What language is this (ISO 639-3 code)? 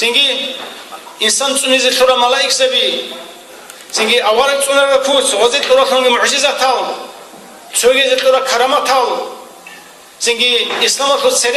ava